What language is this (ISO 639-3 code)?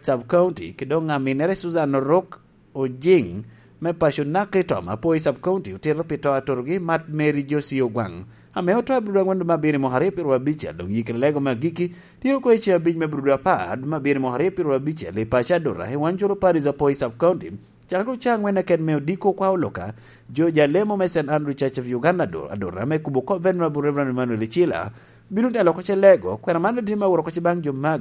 laj